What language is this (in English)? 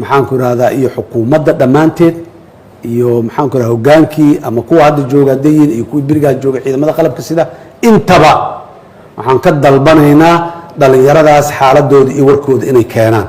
Somali